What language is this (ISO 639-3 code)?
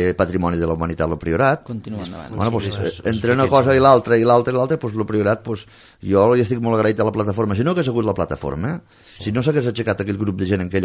cat